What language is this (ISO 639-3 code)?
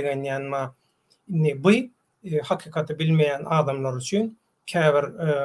tuk